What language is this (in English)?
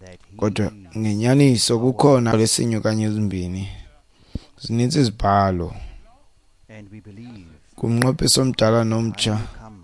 Xhosa